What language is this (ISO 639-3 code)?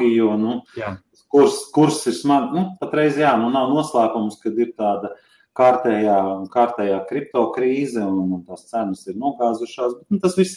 lav